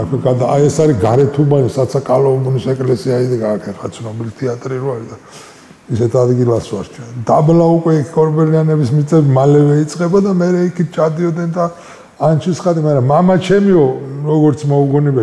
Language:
Georgian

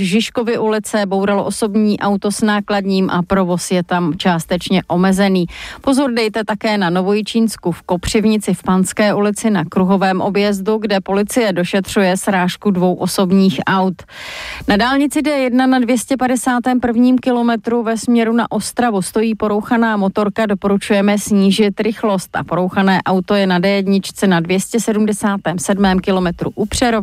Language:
Czech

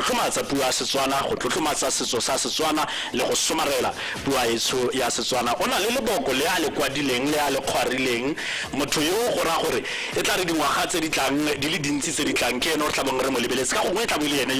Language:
Tswana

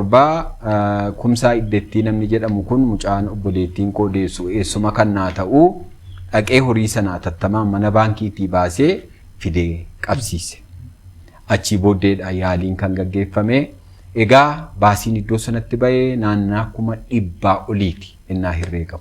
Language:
Oromo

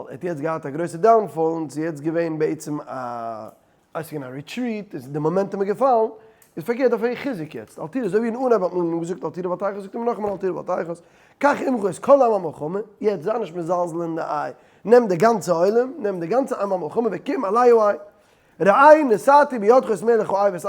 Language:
Yiddish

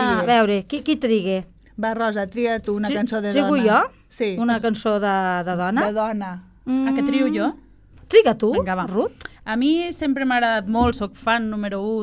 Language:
Catalan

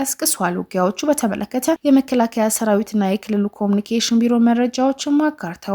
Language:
Amharic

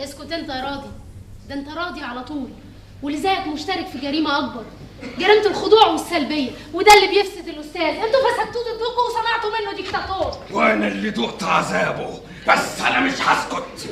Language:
Egyptian Arabic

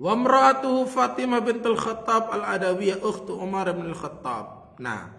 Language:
Sasak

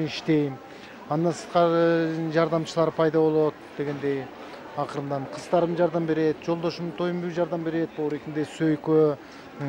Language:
Kyrgyz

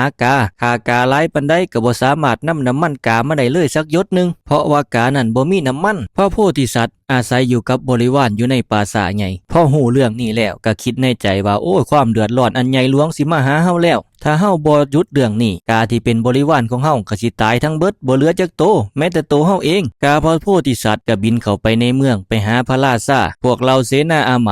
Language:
Northeastern Thai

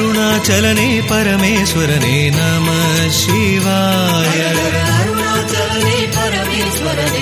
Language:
Tamil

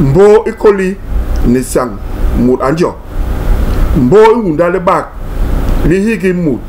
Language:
Basaa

